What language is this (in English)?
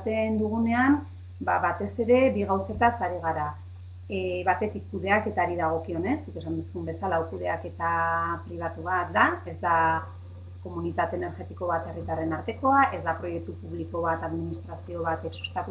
Basque